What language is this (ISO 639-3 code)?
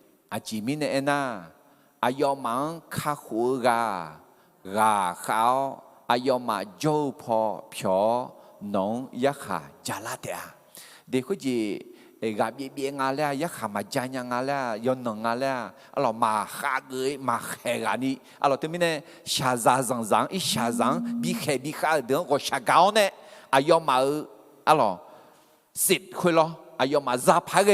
ahk